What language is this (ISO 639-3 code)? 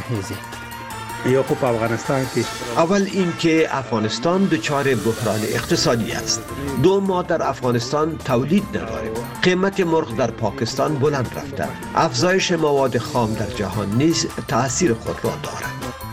fas